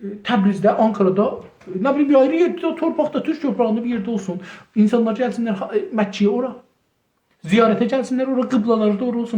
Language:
South Azerbaijani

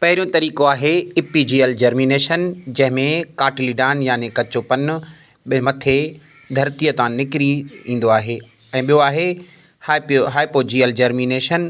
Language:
Sindhi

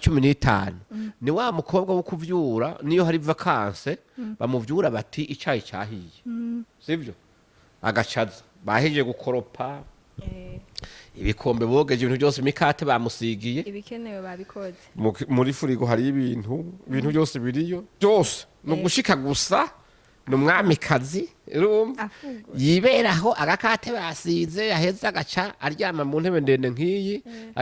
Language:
Rundi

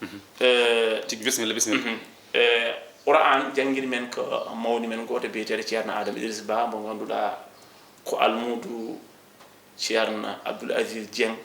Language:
Fula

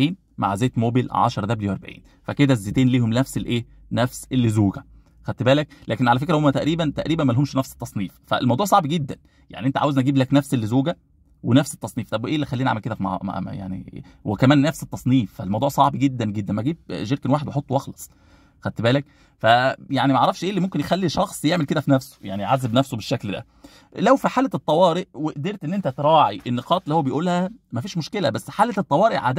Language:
Egyptian Arabic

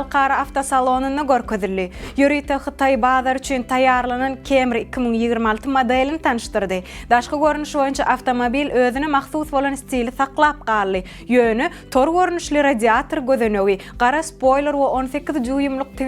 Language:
Turkmen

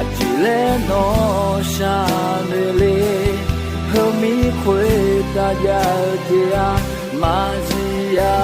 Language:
Akha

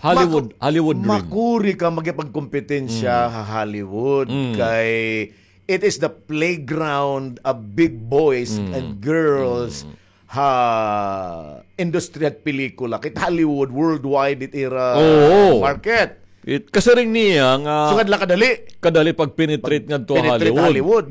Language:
Waray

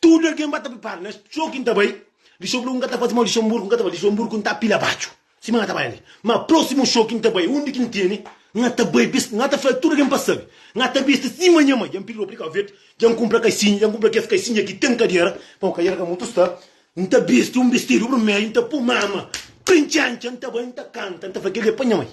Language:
Kabuverdianu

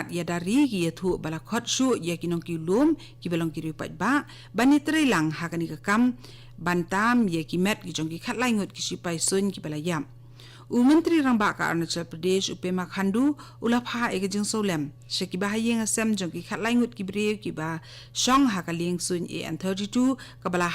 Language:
Khasi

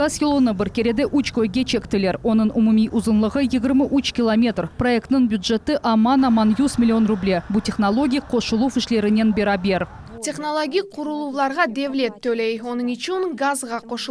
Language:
Crimean Tatar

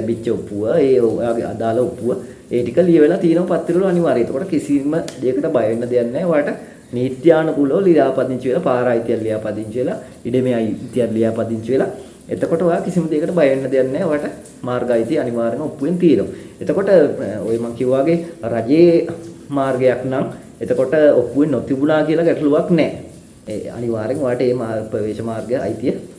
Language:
Sinhala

